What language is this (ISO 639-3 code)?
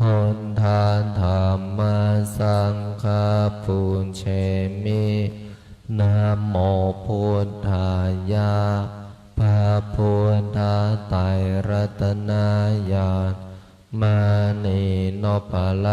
pli